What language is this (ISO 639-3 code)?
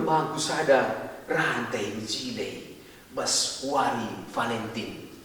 btx